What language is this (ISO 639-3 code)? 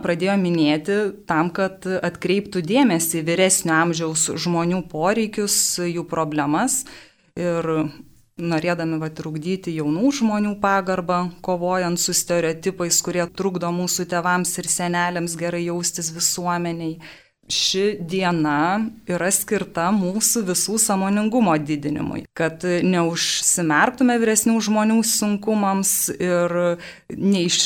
lit